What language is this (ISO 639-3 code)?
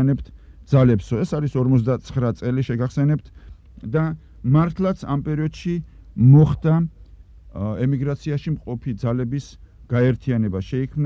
kat